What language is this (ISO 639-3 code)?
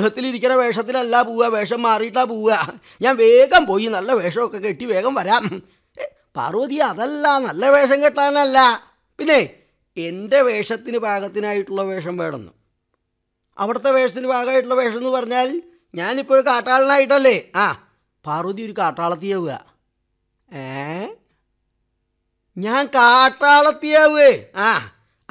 mal